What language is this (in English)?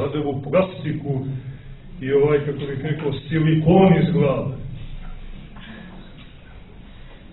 Serbian